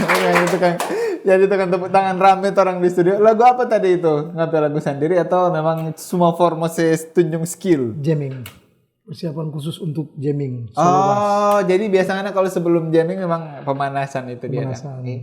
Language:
Manado Malay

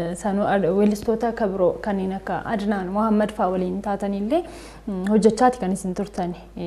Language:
Oromo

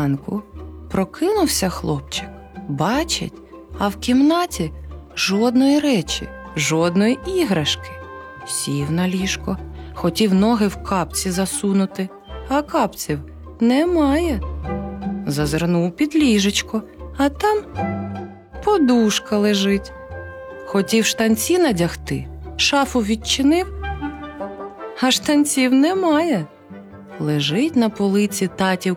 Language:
Ukrainian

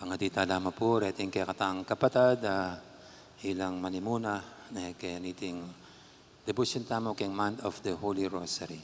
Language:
Pampanga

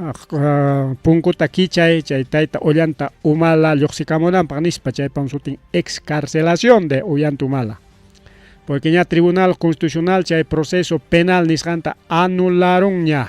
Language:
Ayacucho Quechua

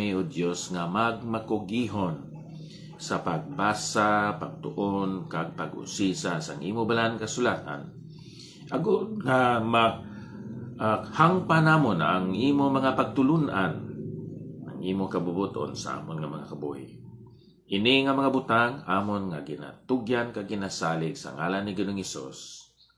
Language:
Hiligaynon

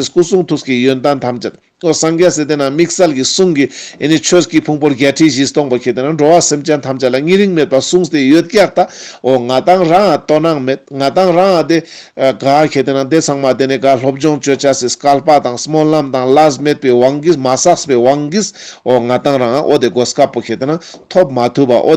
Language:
Ladakhi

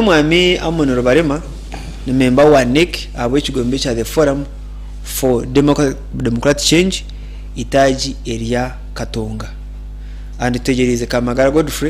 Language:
Nyankole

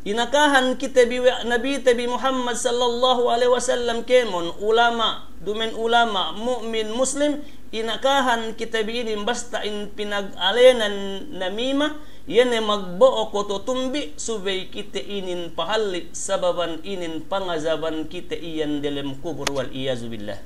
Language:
Yakan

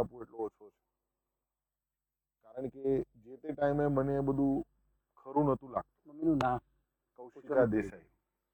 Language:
Gujarati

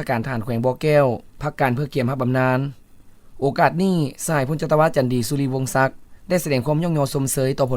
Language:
Lao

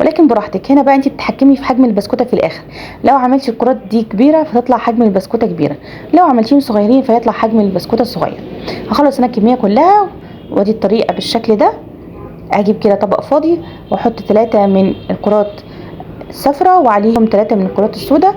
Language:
Egyptian Arabic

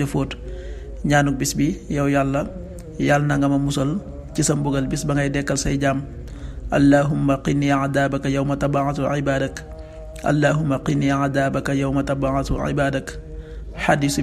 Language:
Wolof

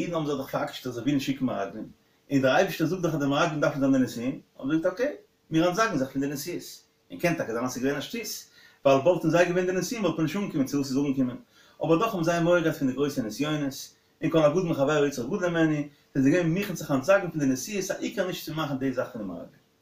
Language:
Yiddish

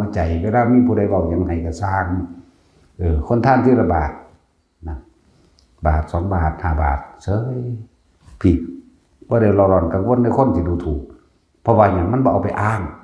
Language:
Northeastern Thai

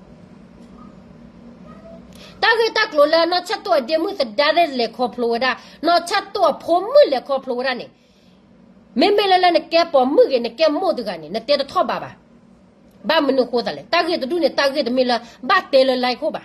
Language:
S'gaw Karen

